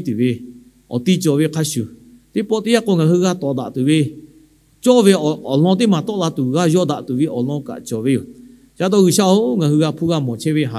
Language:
Lahu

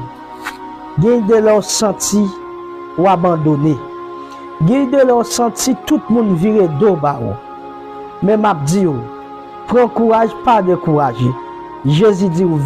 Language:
Haitian Creole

